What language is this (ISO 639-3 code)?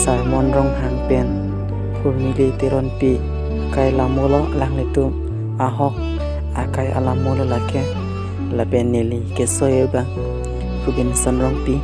mjw